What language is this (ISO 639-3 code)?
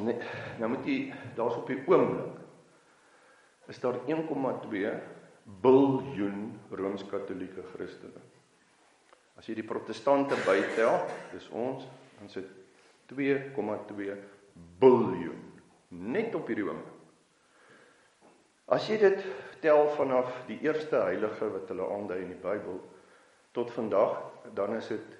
afr